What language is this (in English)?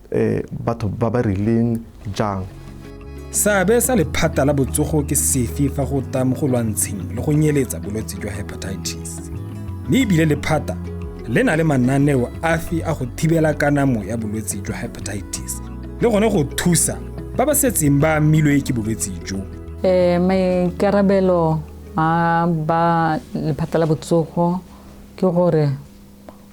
Tswana